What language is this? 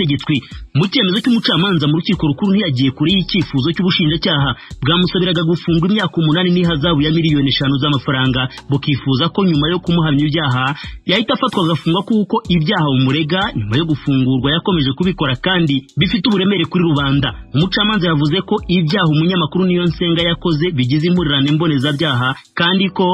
Kinyarwanda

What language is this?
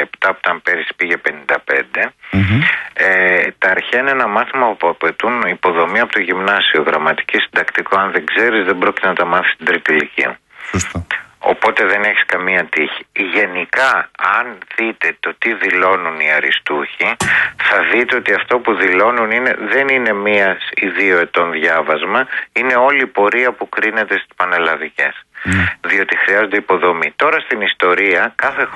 Greek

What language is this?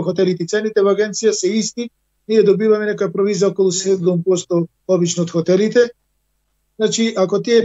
Macedonian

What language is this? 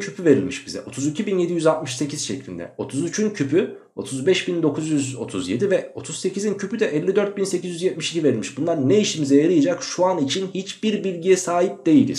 Turkish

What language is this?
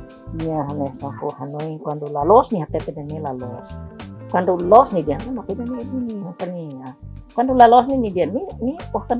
Tetum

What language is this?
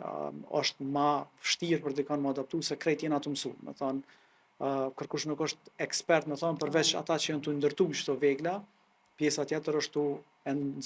Albanian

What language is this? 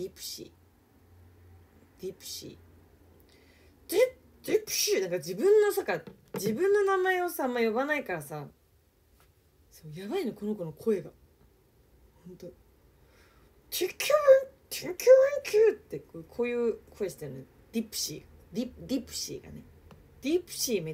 Japanese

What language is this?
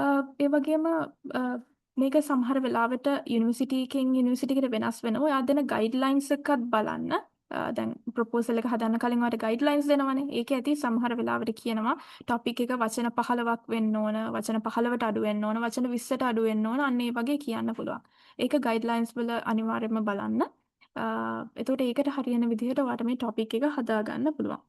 Sinhala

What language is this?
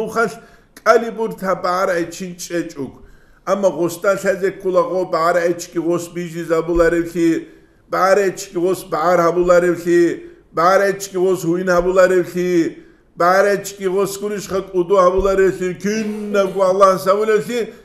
Avaric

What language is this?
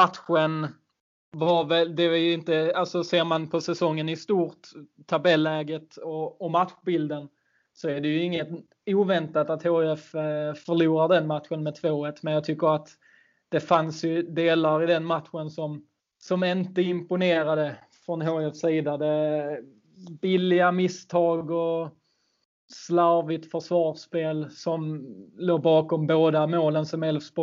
Swedish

